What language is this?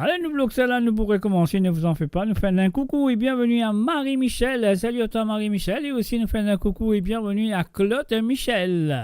Morisyen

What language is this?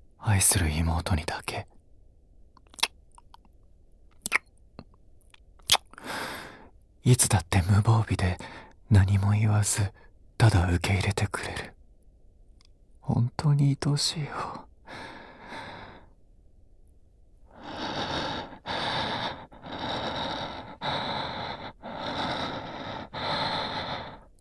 Japanese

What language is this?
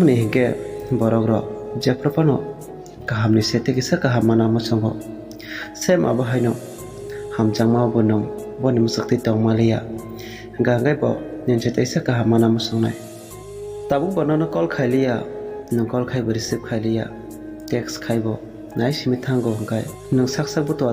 Kok Borok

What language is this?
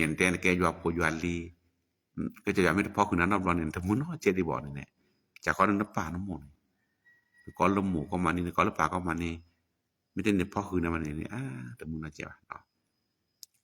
S'gaw Karen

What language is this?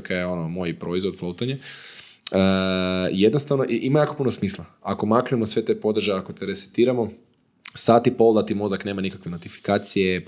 Croatian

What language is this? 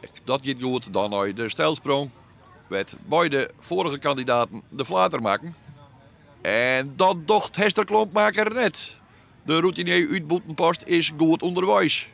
Western Frisian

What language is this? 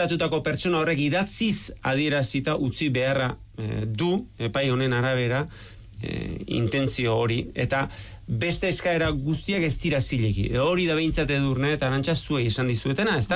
Basque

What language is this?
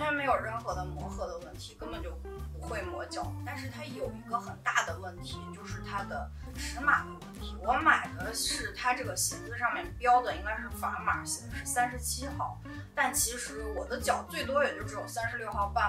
Chinese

